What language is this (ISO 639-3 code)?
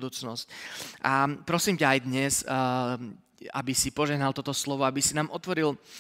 slk